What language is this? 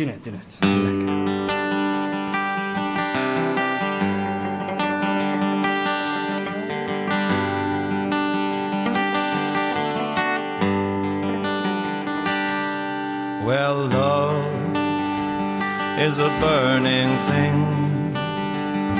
Afrikaans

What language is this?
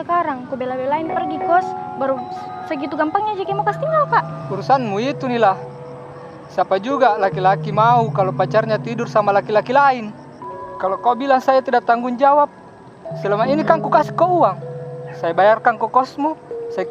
Makassar Malay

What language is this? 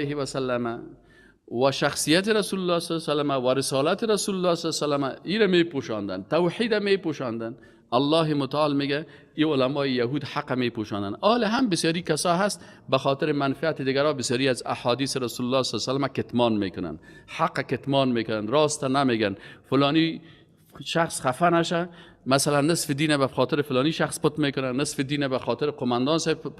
Persian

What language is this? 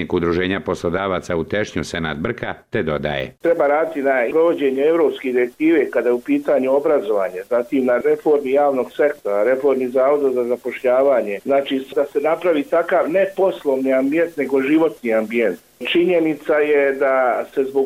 Bosnian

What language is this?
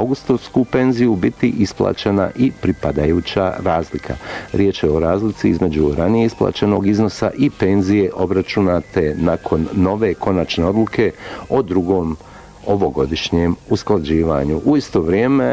Bosnian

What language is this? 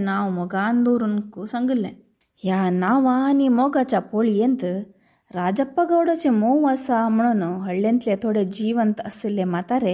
Konkani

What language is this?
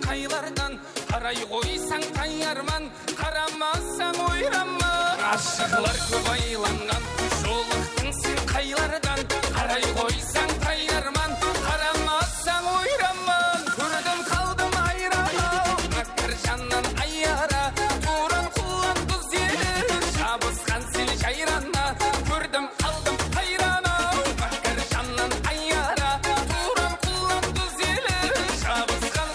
Kara-Kalpak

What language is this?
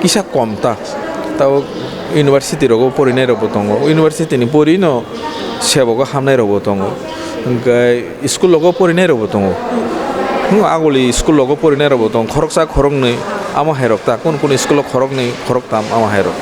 Kok Borok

